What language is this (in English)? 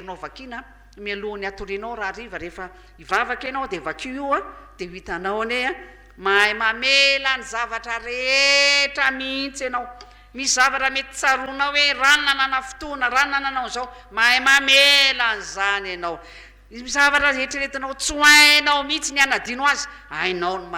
Malagasy